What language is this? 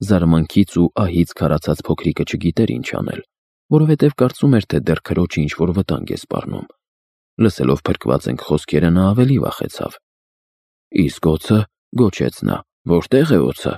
Armenian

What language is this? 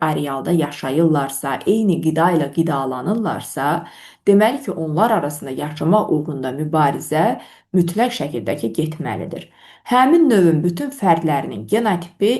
Azerbaijani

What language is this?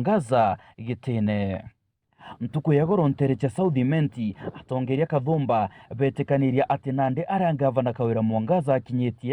Meru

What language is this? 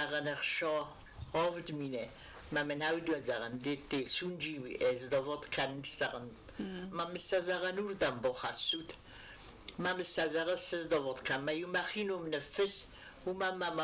Ossetic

